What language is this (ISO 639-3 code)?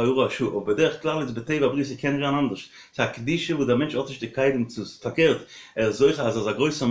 yid